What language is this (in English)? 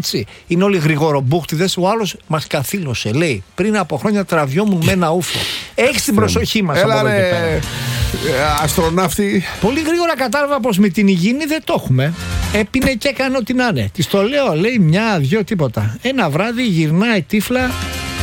Greek